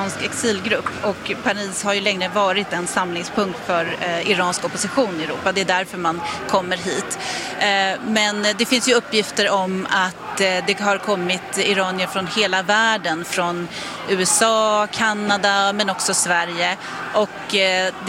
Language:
Swedish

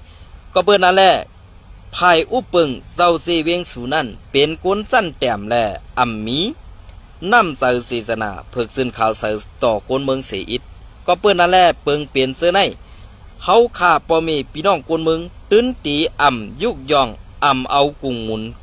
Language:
Shan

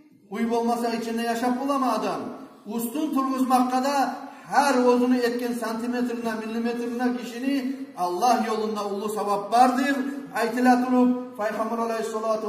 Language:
Kumyk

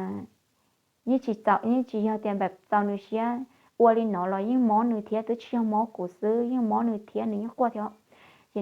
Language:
Hmong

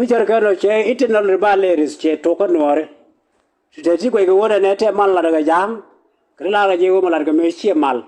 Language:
Nuer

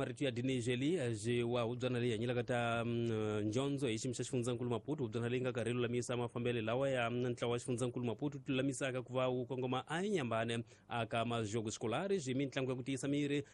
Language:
Tsonga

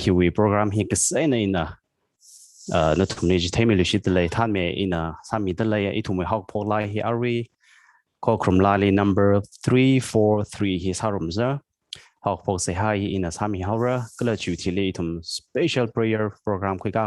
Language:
Tangkhul Naga (India)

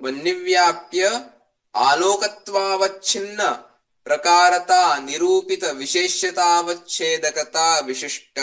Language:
Sanskrit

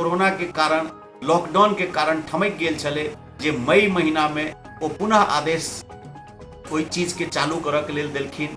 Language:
Maithili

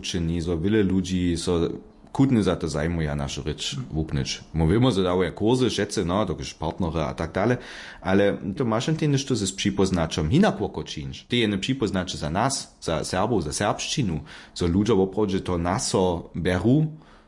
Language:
Upper Sorbian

